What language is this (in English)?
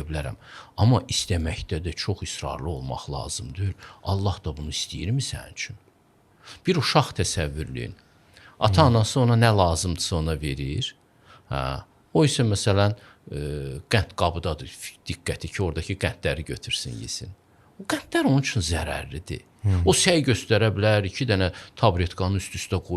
Azerbaijani